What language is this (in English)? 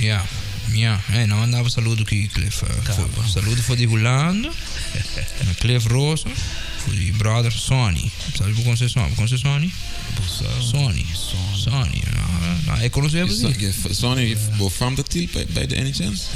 Papiamento